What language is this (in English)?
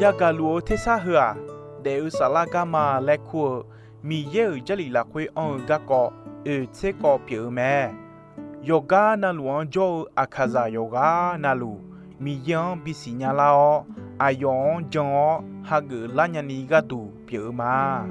Akha